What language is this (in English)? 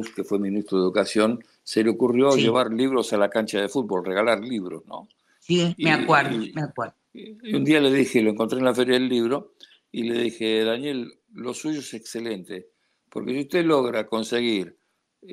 Spanish